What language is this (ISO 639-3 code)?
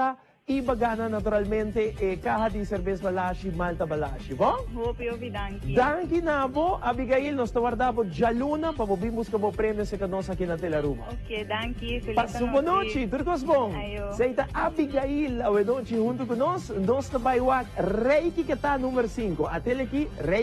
pap